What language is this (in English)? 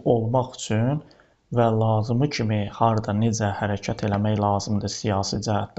Azerbaijani